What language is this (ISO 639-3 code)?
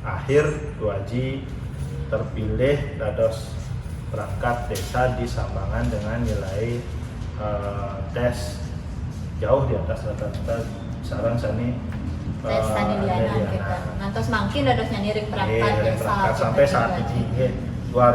ban